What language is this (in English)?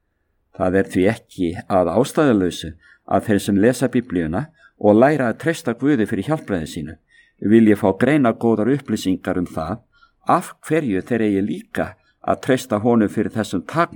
Icelandic